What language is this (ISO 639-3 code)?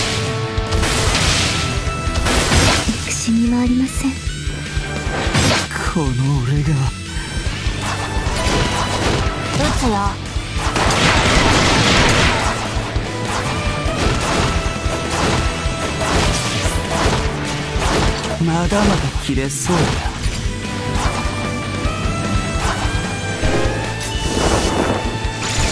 jpn